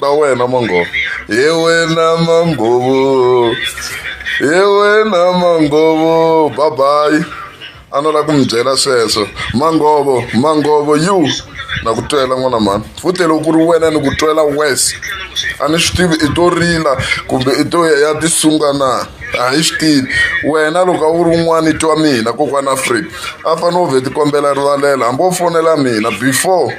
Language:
Tsonga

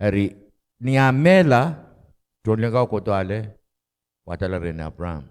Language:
Pohnpeian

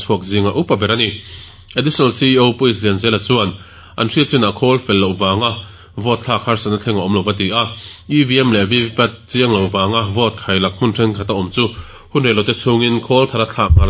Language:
Mizo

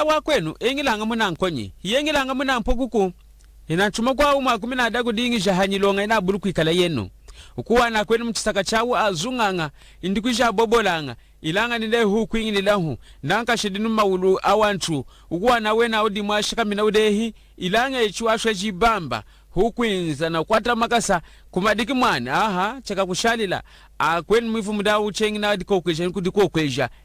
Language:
Lunda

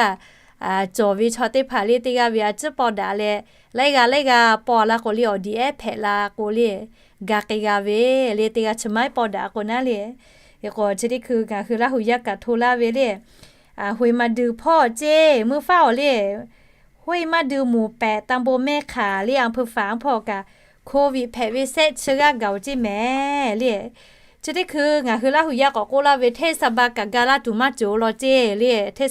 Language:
Lahu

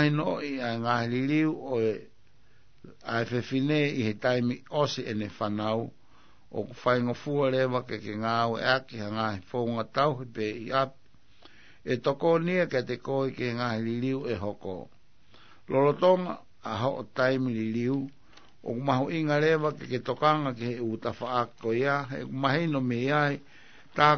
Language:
Tongan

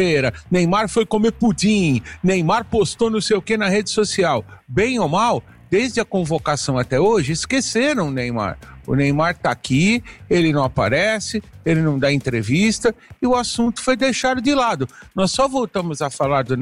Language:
Portuguese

